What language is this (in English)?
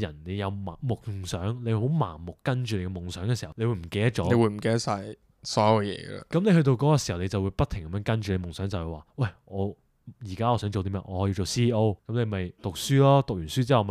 Cantonese